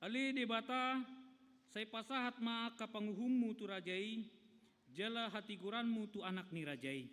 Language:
Batak Toba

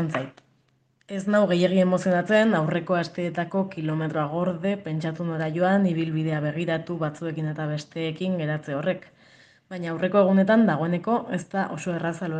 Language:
Basque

